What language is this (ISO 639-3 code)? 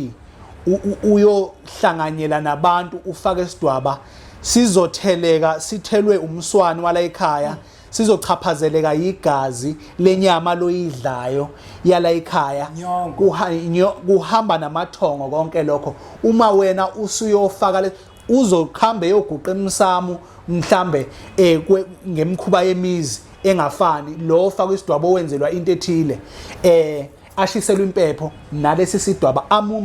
zul